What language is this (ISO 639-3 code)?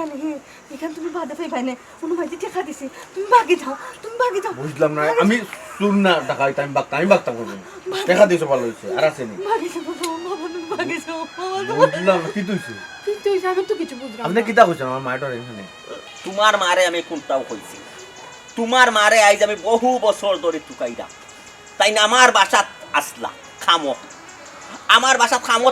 syl